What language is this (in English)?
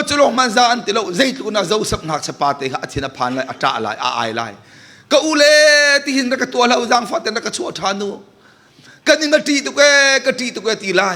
Hakha Chin